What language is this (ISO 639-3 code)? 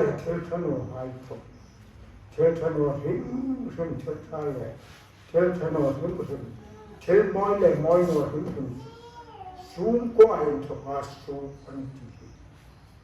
hmr